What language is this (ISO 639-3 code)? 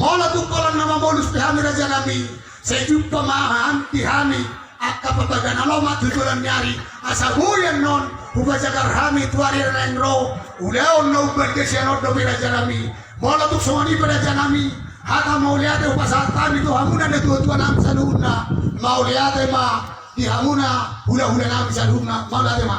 bbc